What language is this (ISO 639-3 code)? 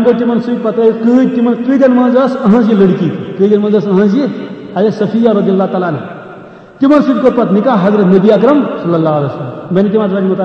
kas